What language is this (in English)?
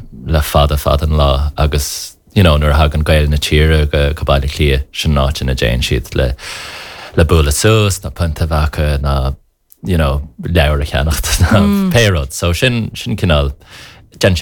Irish